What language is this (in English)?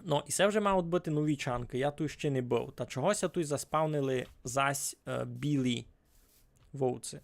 Rusyn